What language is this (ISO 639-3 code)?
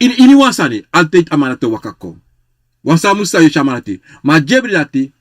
srn